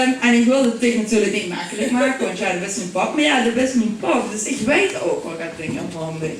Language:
Limburgish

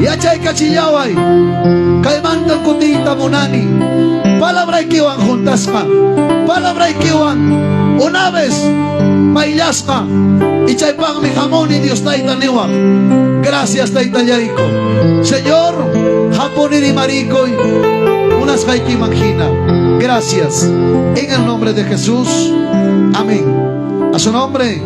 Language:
Ayacucho Quechua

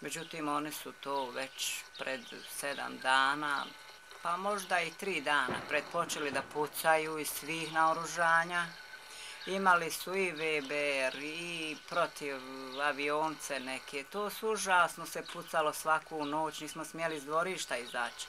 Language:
Bosnian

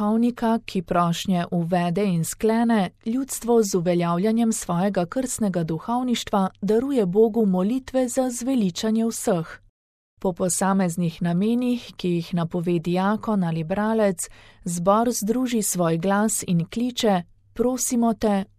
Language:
Slovenian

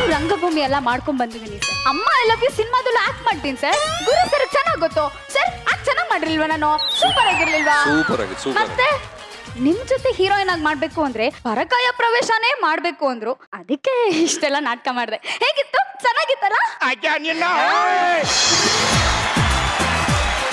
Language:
Kannada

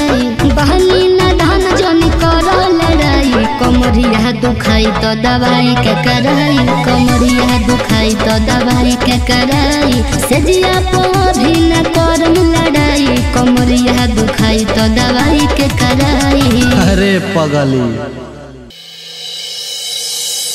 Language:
Bhojpuri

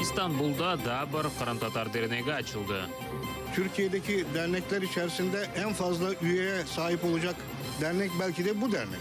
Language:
Crimean Tatar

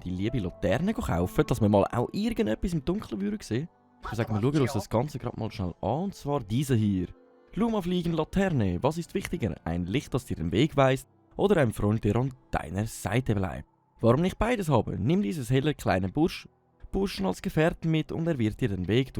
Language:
Swiss German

